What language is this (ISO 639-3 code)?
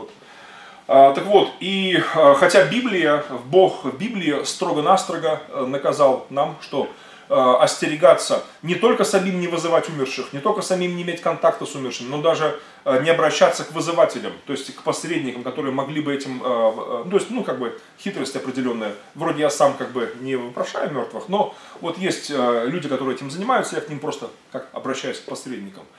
rus